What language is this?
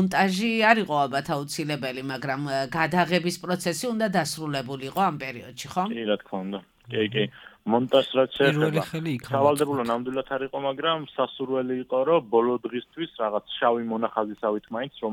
Georgian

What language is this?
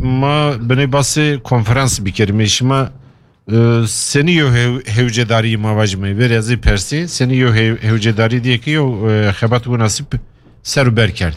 Kurdish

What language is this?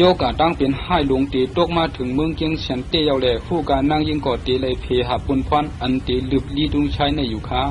Shan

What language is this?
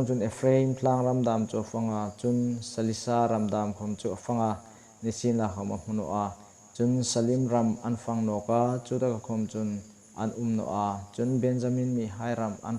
Hmar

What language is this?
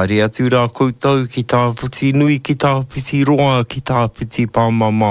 Māori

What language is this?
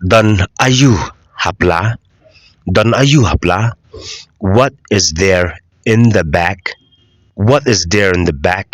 Khasi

